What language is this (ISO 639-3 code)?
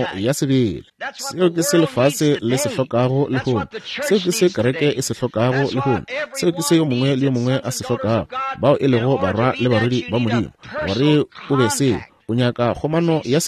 nso